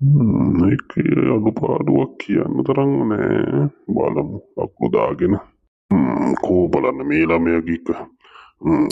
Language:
Sinhala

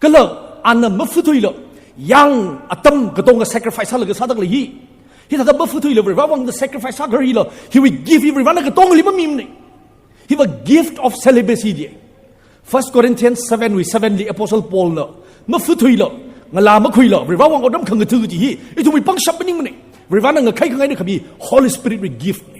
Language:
Tangkhul Naga (India)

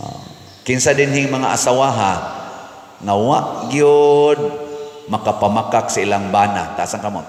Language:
Cebuano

